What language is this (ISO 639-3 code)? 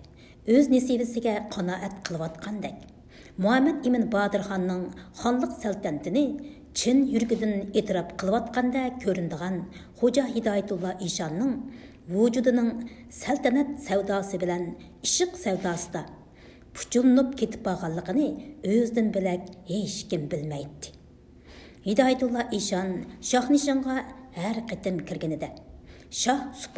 uig